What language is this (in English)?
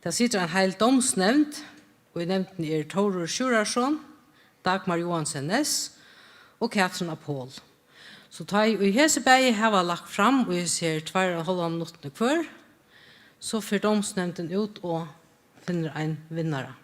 Faroese